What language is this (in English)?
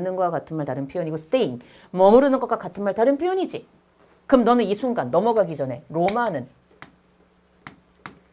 Korean